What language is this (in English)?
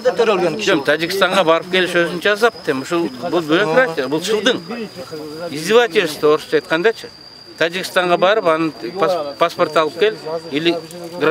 Kyrgyz